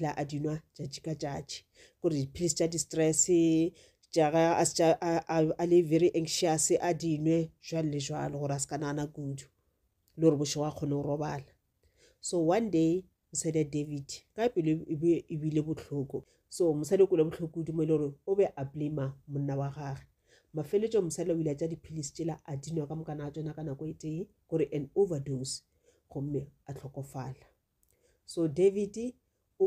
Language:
Northern Sotho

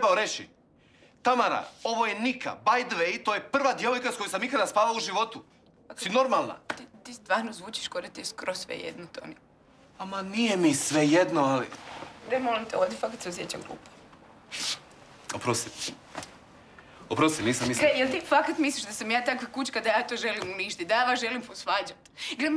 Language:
Croatian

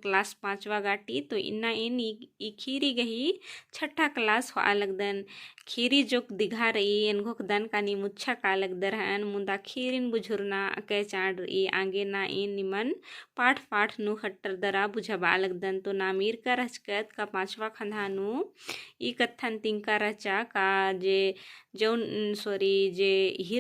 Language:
Kurukh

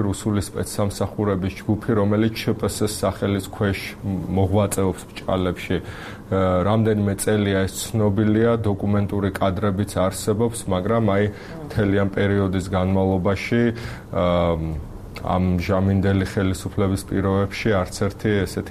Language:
Georgian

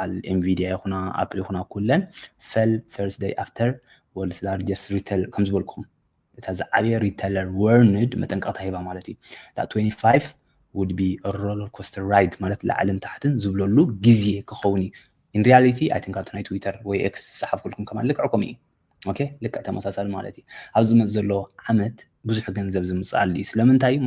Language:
Tigrinya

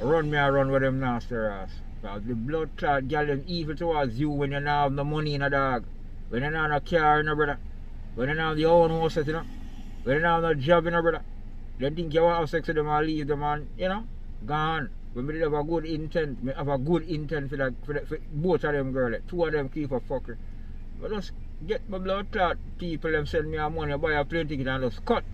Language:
Jamaican Creole English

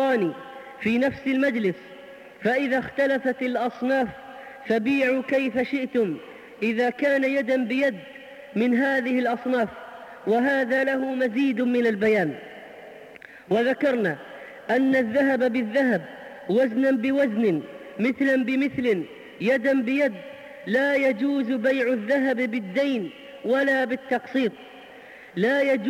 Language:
Arabic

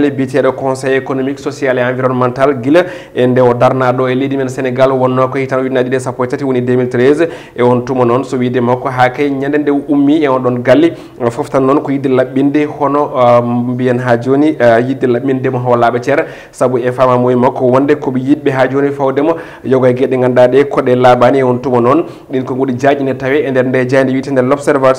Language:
Fula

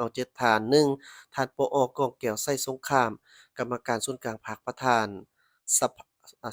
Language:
Lao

